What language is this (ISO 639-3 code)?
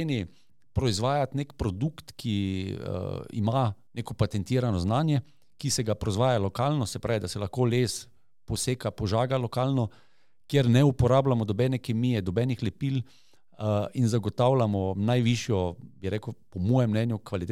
slv